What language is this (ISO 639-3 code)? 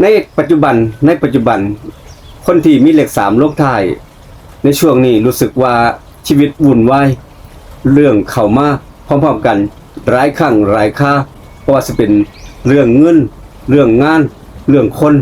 tts